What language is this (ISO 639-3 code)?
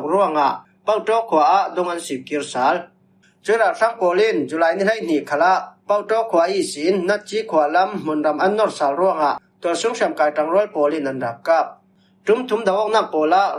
cfm